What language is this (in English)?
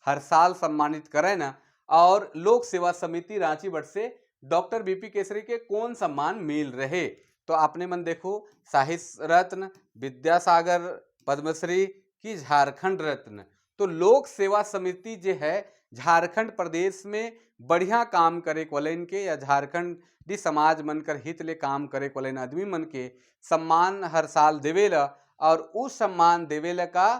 Sadri